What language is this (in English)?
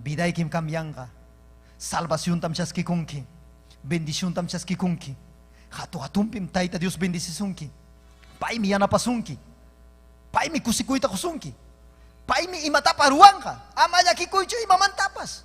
Ayacucho Quechua